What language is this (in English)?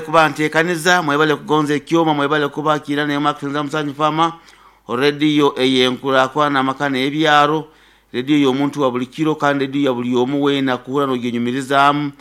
Nyoro